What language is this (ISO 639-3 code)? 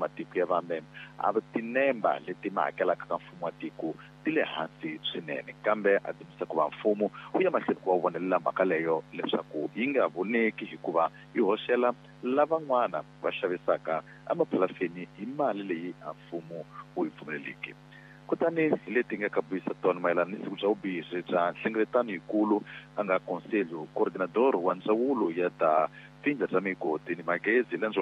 tso